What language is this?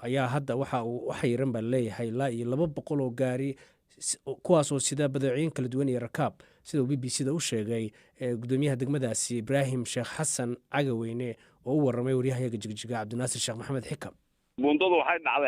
Somali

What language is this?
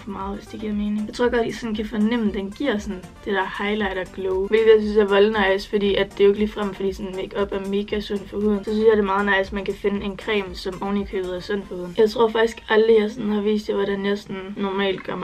Danish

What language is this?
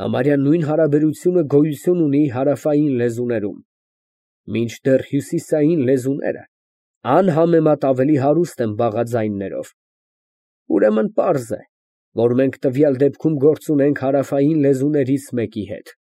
Armenian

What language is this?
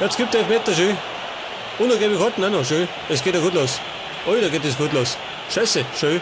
Bavarian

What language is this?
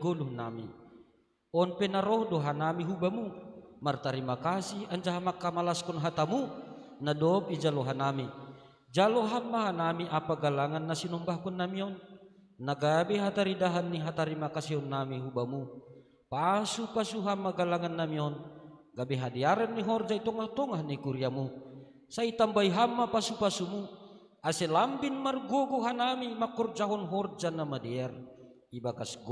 Batak Simalungun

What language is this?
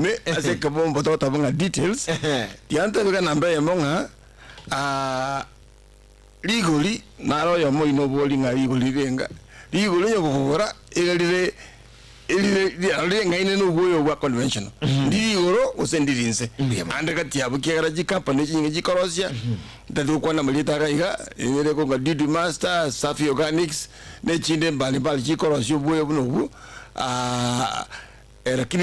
Gusii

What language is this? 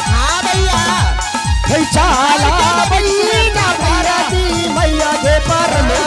Angika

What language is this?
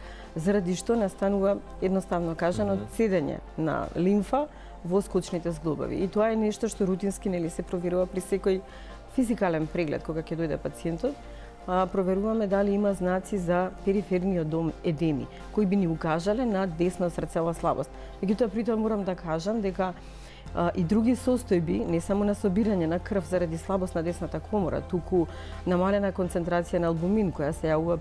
Macedonian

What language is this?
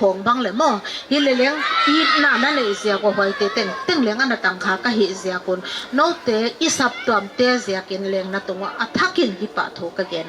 Paite Chin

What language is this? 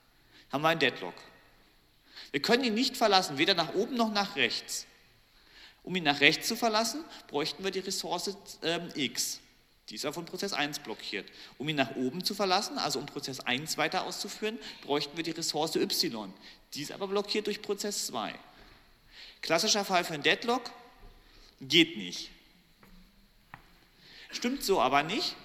German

